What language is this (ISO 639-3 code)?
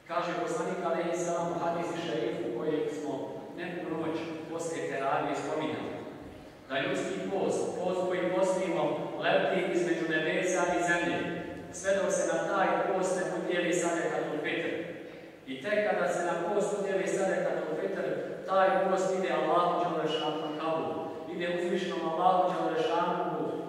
bos